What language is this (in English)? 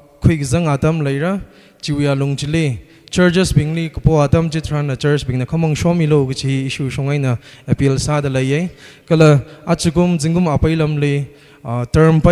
Tangkhul Naga (India)